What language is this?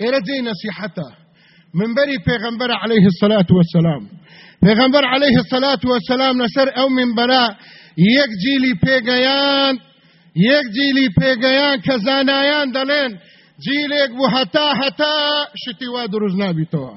Central Kurdish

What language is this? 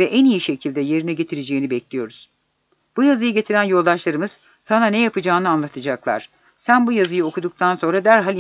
Turkish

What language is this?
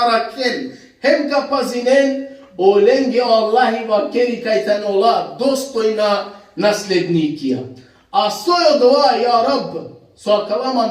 Balkan Romani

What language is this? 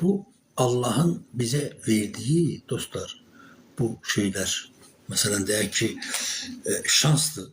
Azerbaijani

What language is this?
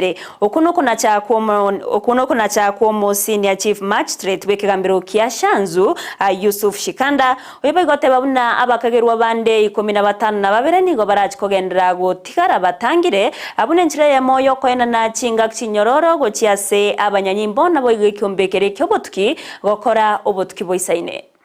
Gusii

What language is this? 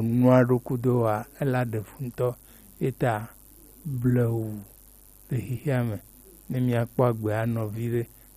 Gen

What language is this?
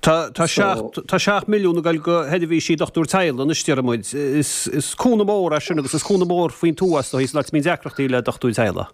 Irish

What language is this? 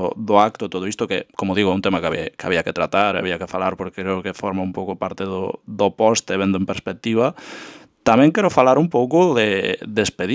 Galician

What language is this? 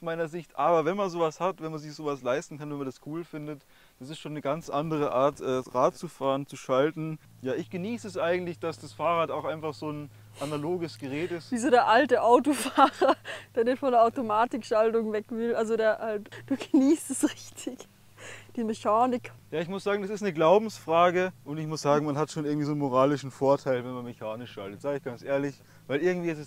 German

